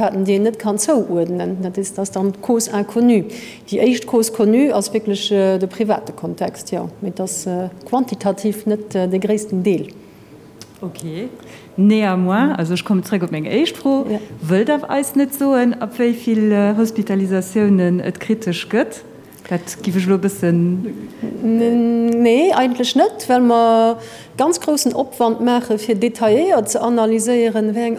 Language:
Luxembourgish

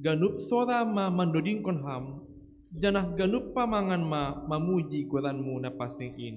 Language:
Batak Simalungun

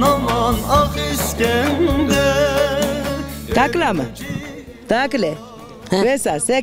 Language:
Zaza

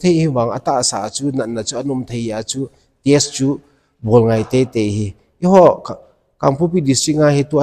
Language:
Thado Chin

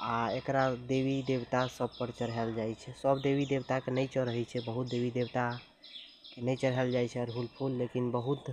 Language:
Maithili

